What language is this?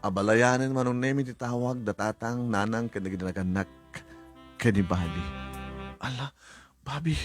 Iloko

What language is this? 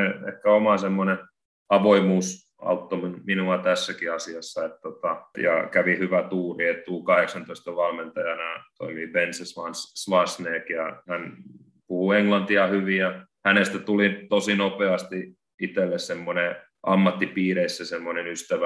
Finnish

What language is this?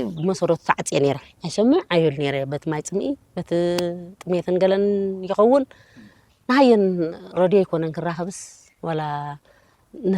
Tigrinya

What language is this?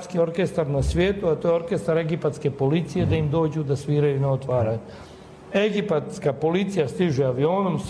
Croatian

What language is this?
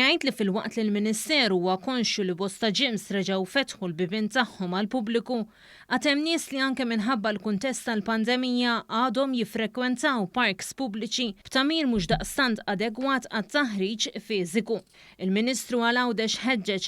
Maltese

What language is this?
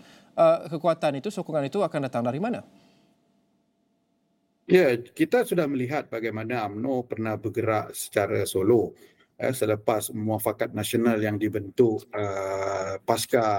Malay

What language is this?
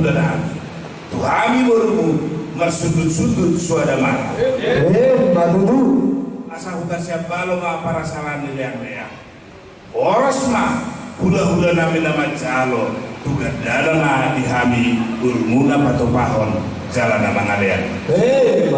Batak Toba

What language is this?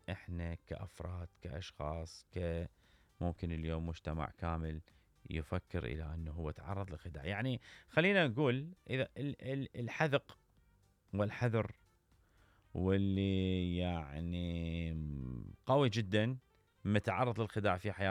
Mesopotamian Arabic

